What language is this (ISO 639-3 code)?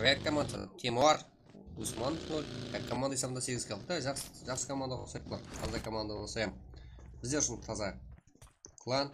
kaa